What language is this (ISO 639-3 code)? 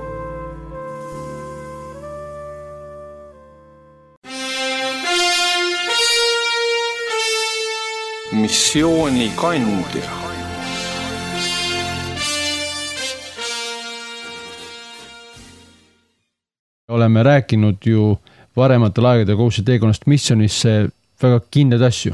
est